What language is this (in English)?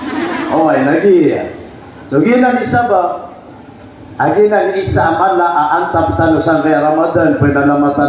Maranao